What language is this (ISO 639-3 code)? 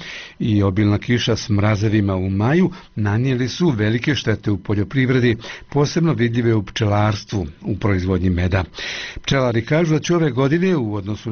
bos